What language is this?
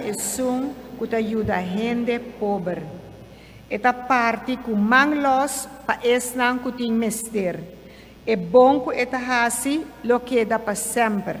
Papiamento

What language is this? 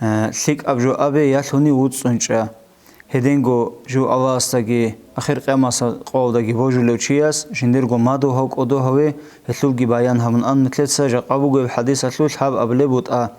Avaric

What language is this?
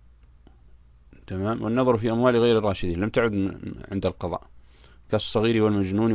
Arabic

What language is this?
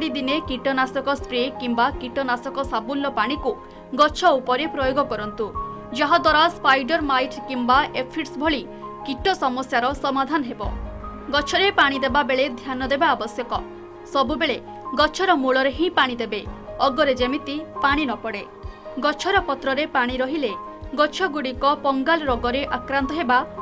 Odia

